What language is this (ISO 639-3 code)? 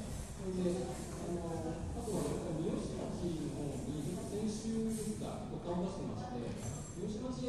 jpn